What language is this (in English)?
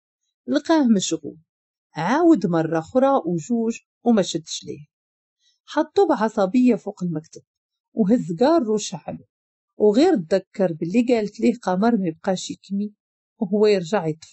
Moroccan Arabic